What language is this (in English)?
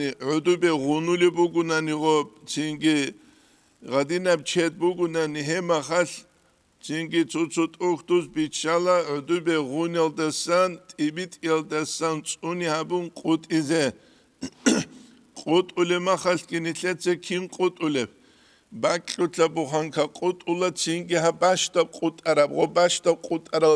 Avaric